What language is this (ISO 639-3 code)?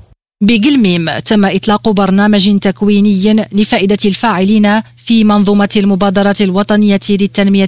ara